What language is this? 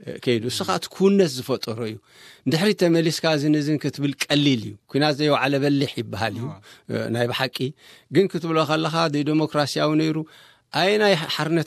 Tigrinya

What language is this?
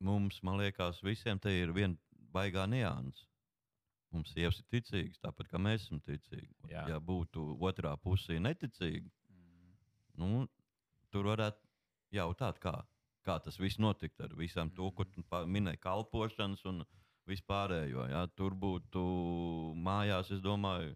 Latvian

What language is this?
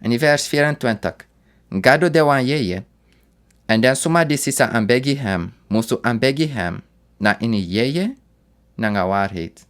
Sranan Tongo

